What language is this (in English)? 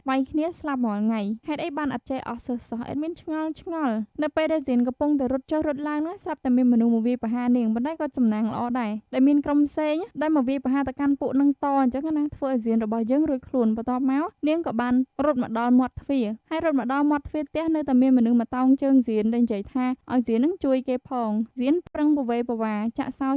Khmer